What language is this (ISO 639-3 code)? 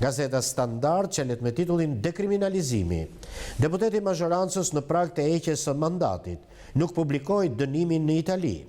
sqi